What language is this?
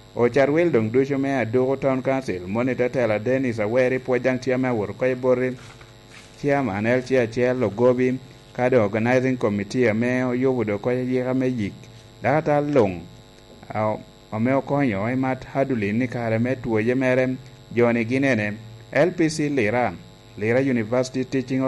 Lango (Uganda)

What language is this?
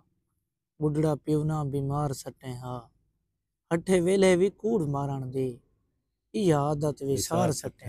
Saraiki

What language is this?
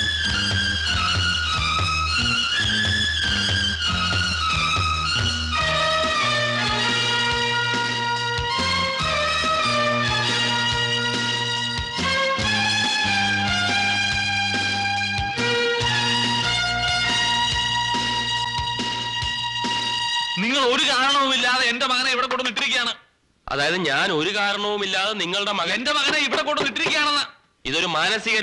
Malayalam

